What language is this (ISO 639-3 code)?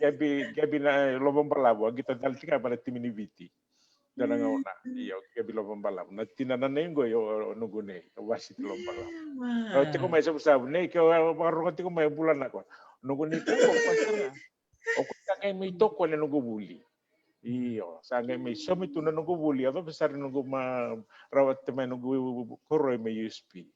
fij